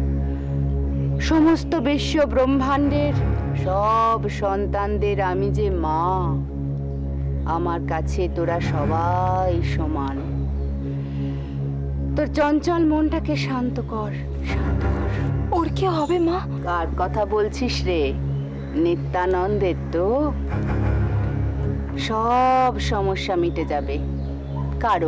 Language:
Bangla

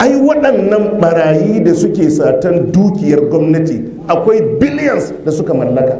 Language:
Hausa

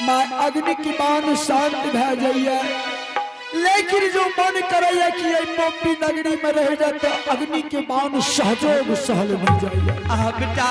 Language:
Angika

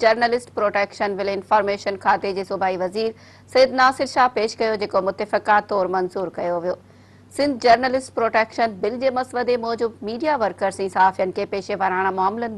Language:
Sindhi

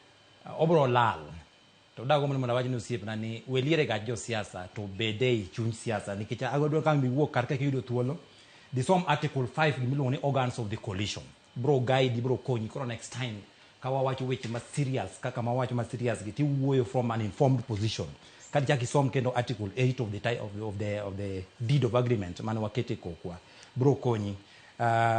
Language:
Luo (Kenya and Tanzania)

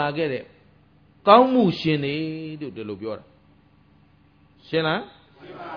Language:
Burmese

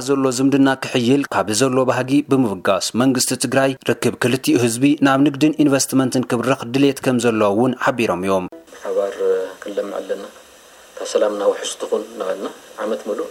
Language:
Tigrinya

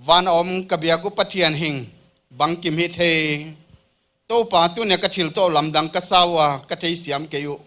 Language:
Paite Chin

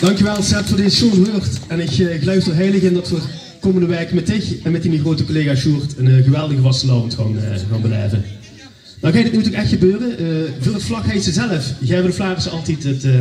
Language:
Limburgish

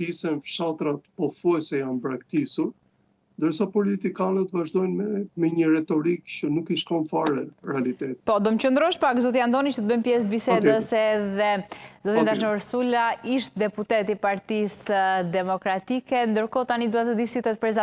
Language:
Albanian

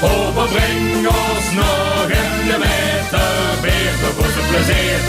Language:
Limburgish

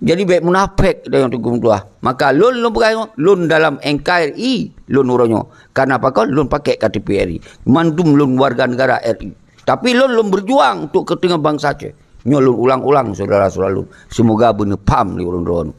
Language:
Achinese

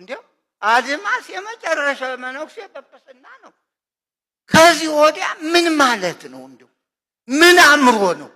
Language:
Amharic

